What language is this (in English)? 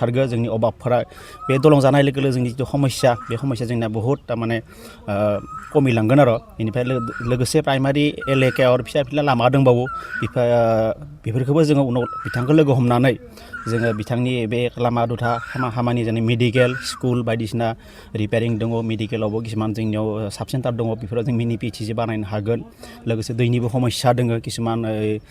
Bodo